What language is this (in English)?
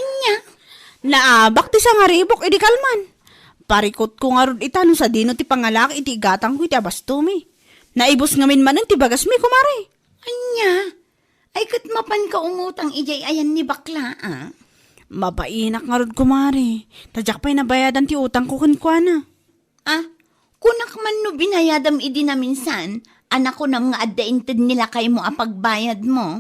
Iloko